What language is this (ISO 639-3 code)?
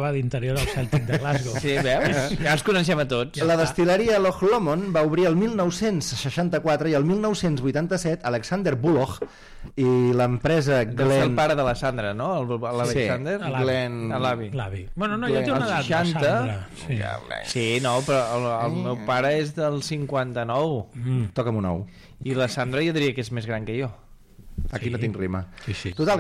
cat